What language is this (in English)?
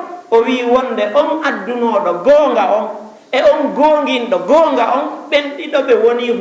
Fula